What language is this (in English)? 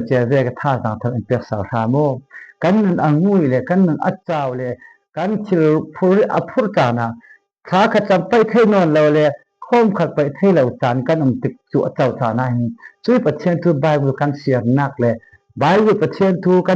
Falam Chin